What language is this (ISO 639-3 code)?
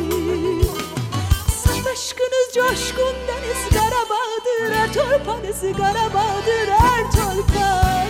tur